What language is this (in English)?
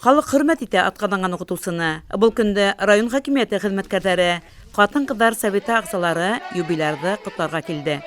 Bashkir